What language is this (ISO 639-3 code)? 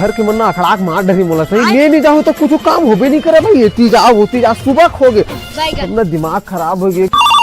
hne